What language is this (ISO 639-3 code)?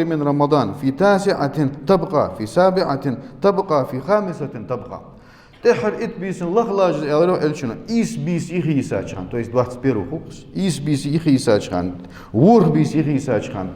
inh